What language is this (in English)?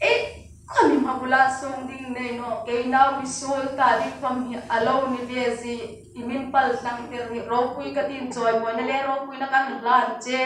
Hmar